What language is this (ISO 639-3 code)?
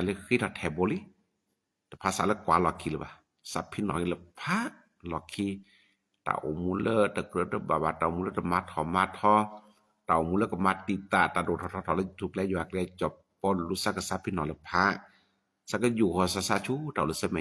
ksw